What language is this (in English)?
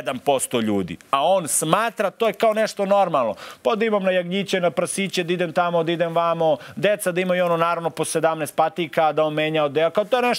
Serbian